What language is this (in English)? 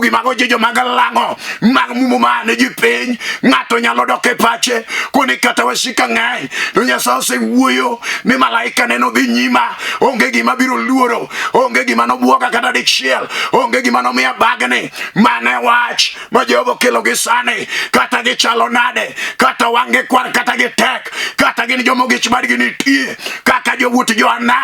Luo (Kenya and Tanzania)